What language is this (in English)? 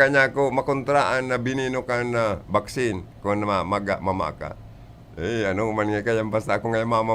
Bikol